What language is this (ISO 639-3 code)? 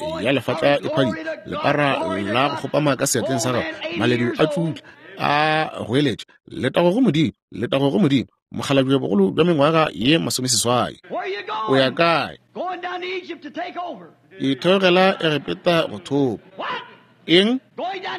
nso